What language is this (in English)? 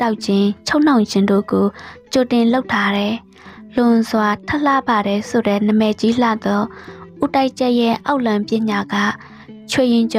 Burmese